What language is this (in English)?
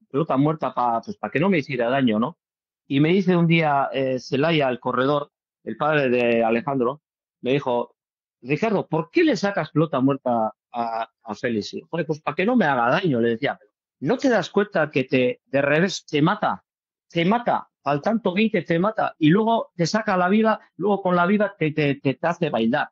Spanish